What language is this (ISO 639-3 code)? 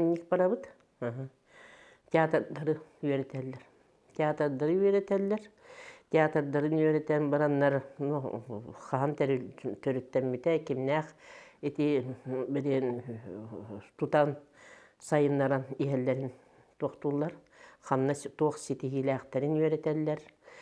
sah